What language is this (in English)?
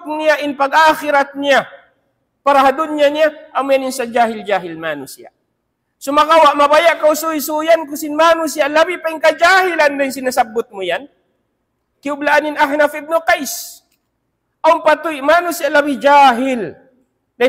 Tausug